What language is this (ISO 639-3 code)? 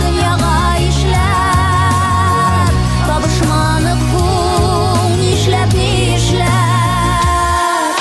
bak